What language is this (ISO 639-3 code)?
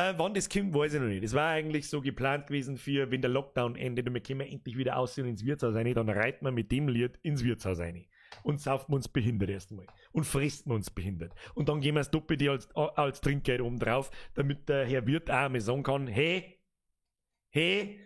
bar